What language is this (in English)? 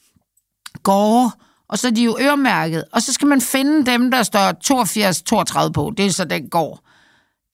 Danish